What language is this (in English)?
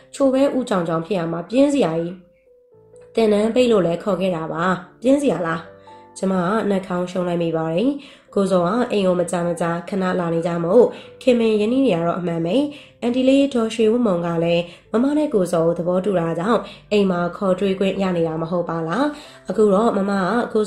Burmese